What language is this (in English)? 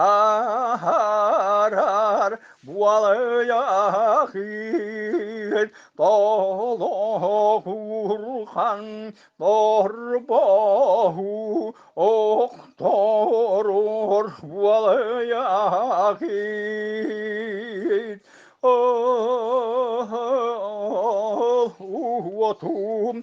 Yakut